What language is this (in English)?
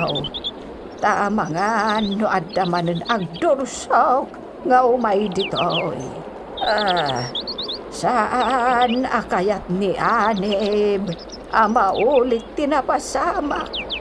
Iloko